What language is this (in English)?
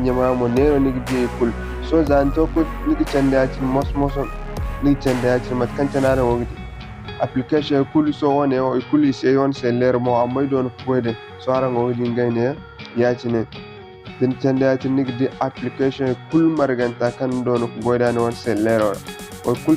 Zarma